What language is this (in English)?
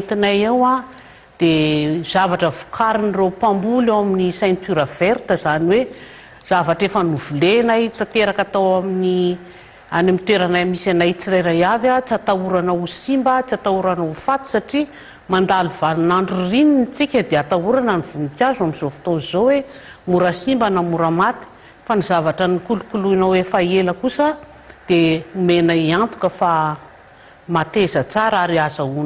Malagasy